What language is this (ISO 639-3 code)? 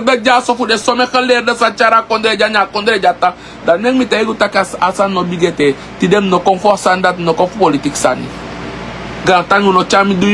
srn